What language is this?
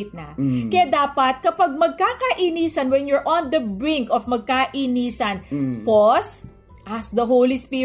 Filipino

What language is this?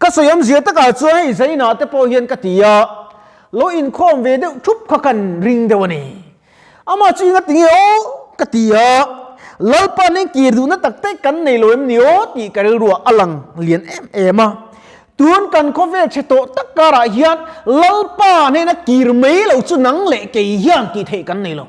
Mizo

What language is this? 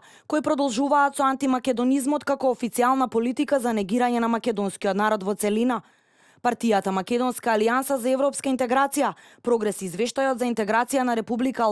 Macedonian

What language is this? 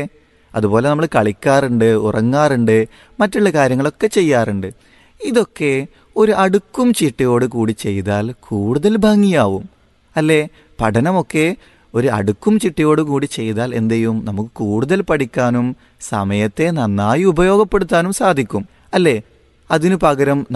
Malayalam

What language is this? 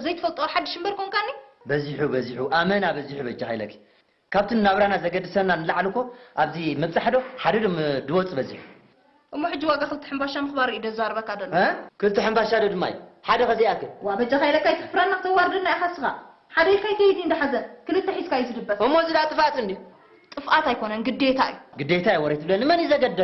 Tigrinya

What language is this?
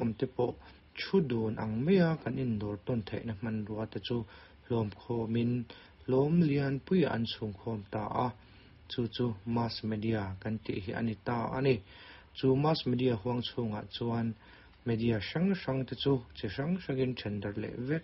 Mizo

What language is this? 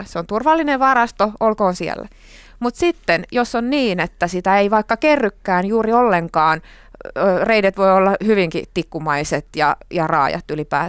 Finnish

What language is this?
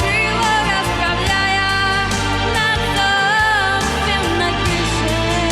Ossetic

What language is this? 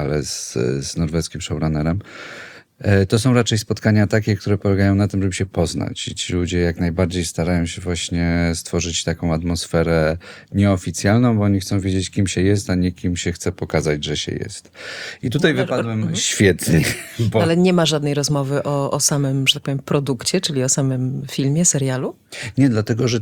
Polish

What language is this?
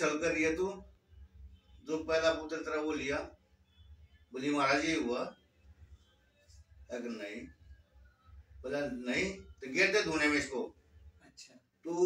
Hindi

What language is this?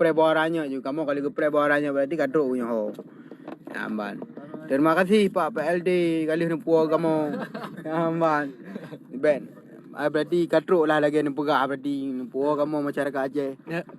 Achinese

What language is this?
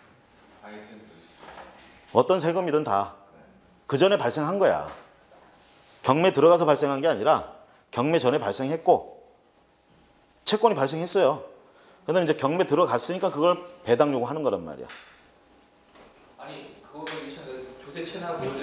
Korean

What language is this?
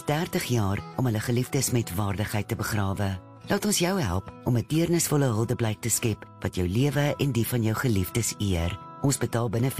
Afrikaans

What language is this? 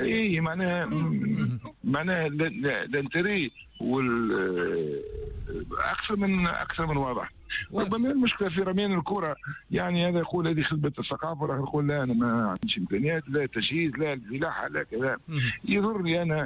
Tunisian Arabic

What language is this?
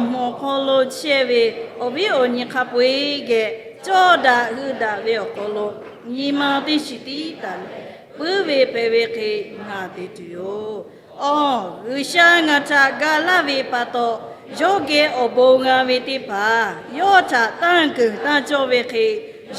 Lahu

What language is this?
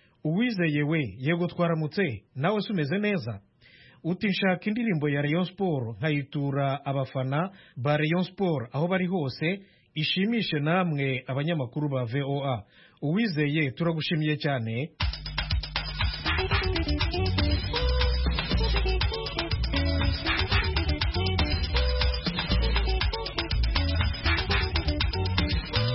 Kinyarwanda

